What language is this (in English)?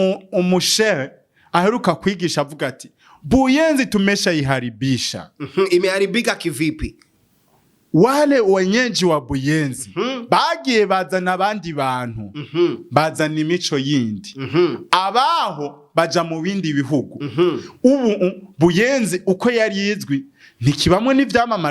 Rundi